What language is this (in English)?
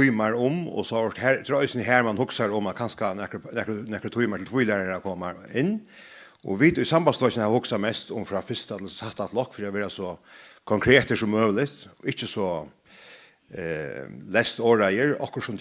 Faroese